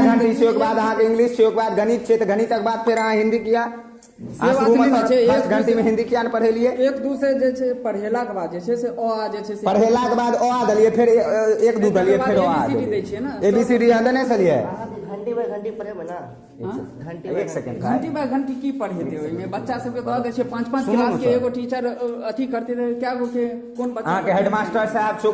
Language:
Maithili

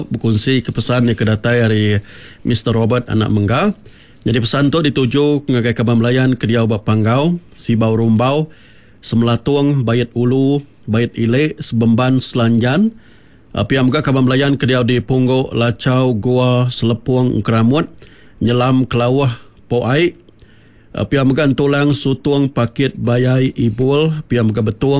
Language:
Iban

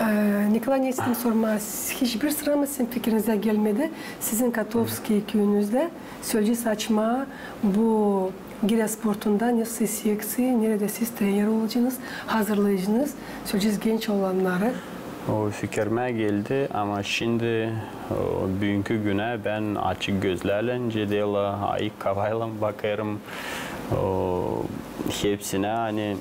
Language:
Gagauz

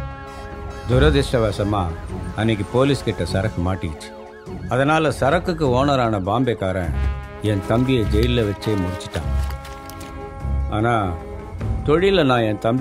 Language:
Tamil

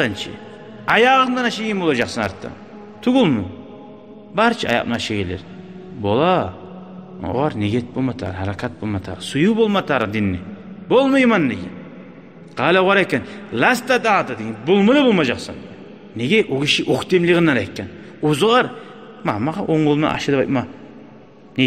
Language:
Kumyk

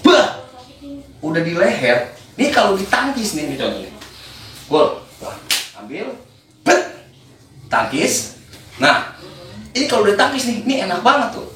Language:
Betawi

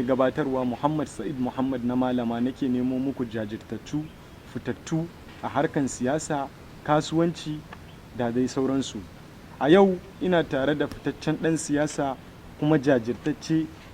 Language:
Hausa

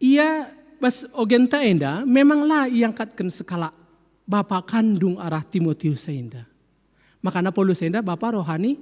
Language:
Batak Karo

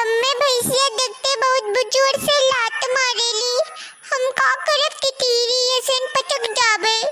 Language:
Awadhi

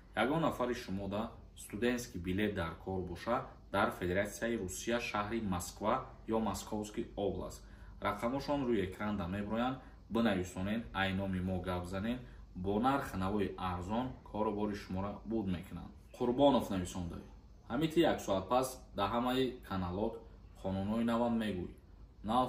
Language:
Tajik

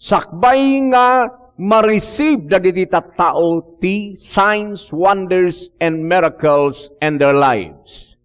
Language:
Iloko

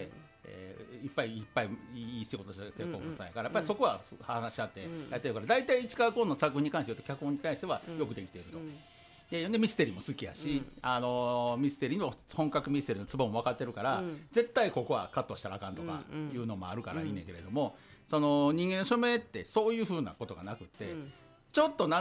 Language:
Japanese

